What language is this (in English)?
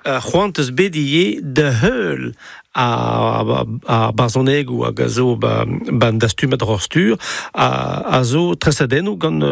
Breton